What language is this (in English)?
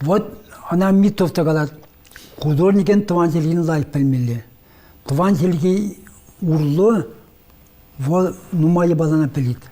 Chuvash